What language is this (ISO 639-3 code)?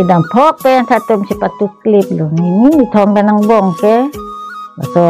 mjw